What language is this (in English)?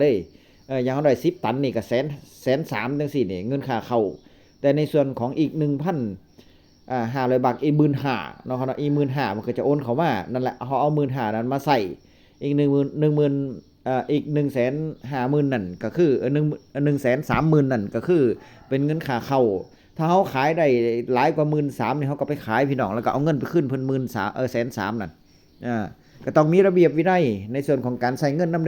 Northeastern Thai